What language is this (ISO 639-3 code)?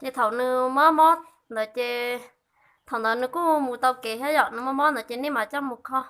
hmn